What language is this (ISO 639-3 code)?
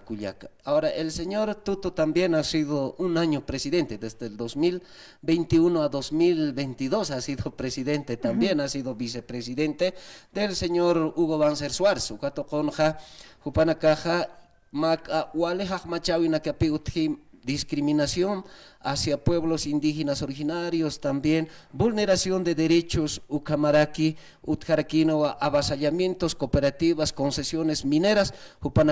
aym